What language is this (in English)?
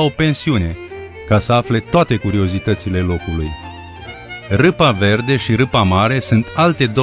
Romanian